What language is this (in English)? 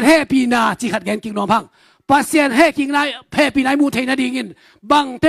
Tedim Chin